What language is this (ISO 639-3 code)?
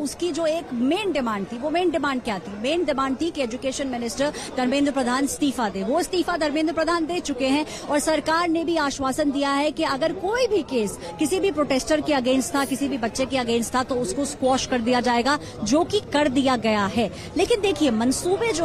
hin